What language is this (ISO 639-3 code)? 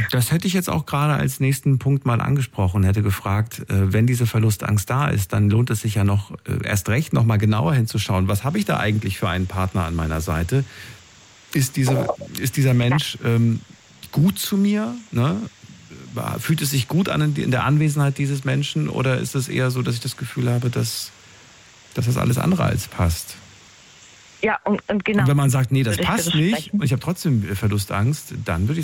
deu